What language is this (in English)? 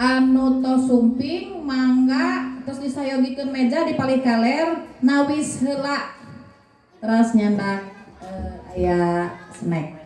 Sundanese